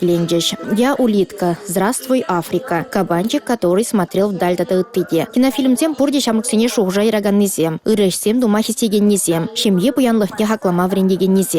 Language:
Chuvash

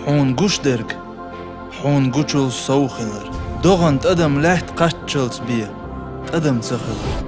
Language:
Chechen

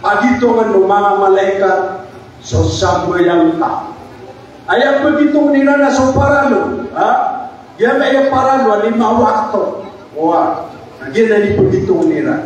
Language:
Maranao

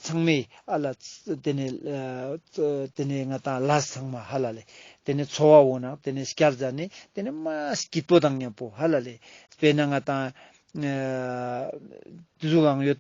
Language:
Ladakhi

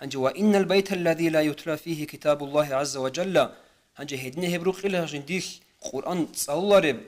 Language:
Avaric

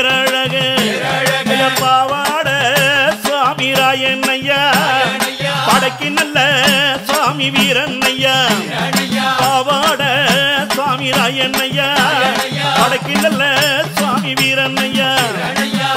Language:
Tamil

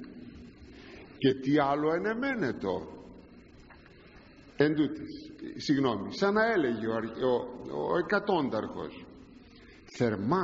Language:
Greek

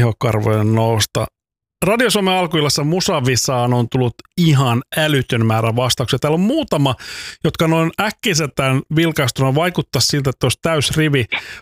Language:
Finnish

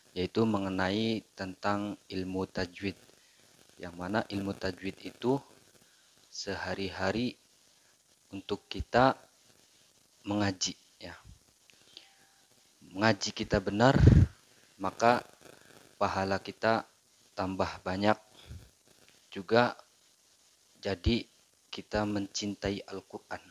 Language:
Indonesian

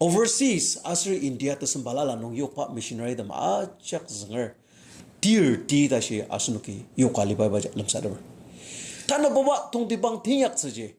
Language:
Ao Naga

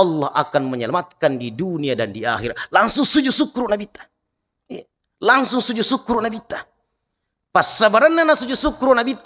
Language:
Buginese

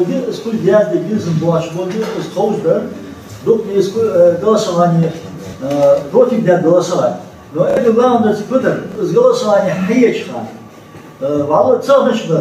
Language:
Ingush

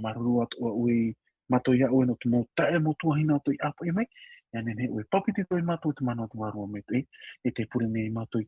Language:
Tahitian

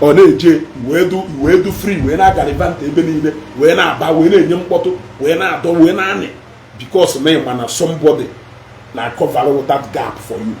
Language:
Igbo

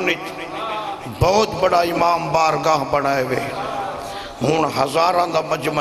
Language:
Saraiki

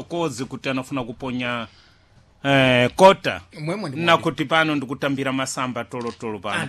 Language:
Sena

